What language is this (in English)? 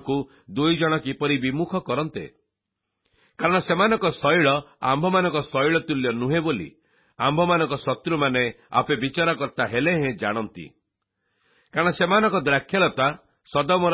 Odia